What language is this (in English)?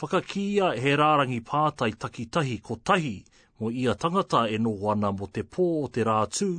Māori